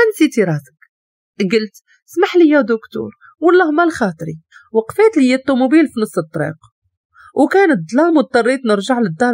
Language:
Moroccan Arabic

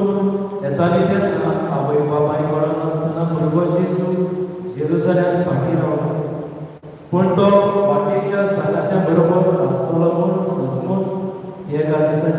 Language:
Konkani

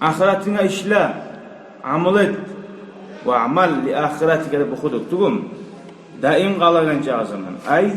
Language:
Kumyk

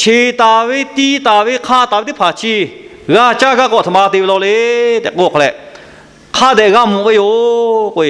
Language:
Lahu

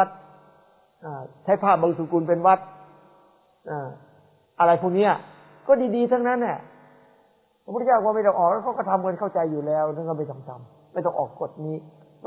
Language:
Thai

